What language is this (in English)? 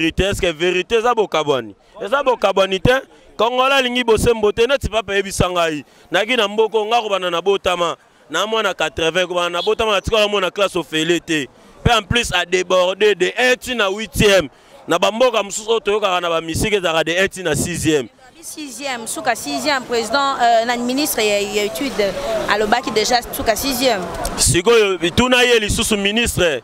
Lingala